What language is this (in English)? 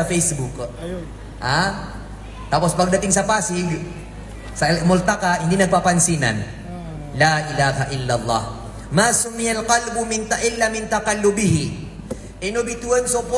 Maranao